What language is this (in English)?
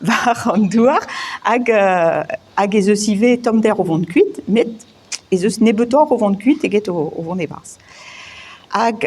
Breton